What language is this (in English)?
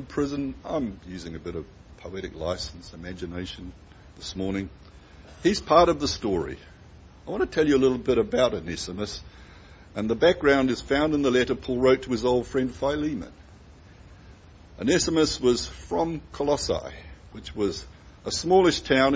English